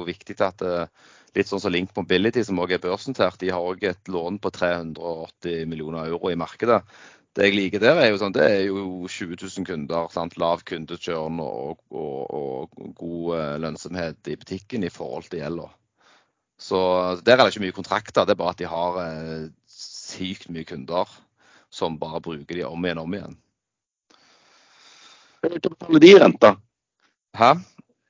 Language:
Norwegian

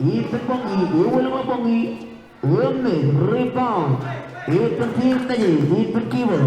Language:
Marshallese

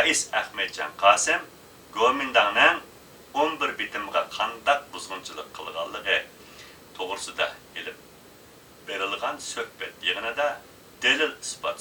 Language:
Uyghur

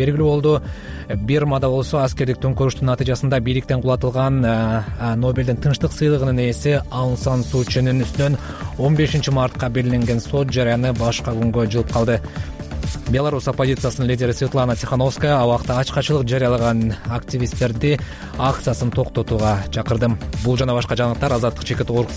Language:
Kyrgyz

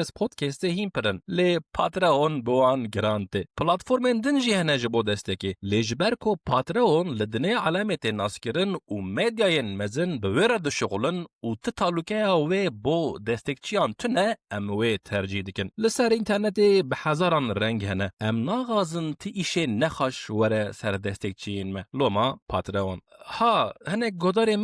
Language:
Kurdish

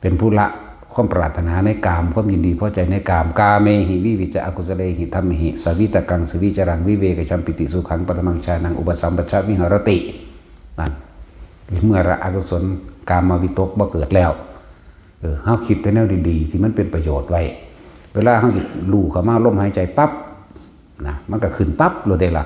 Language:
Northeastern Thai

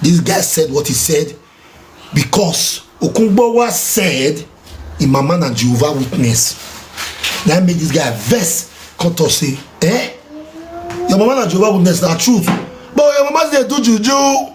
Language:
Nigerian Pidgin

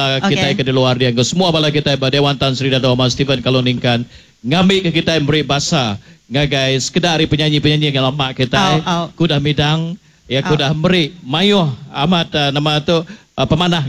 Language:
Iban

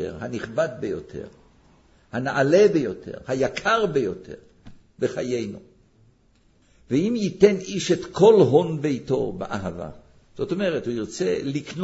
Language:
Hebrew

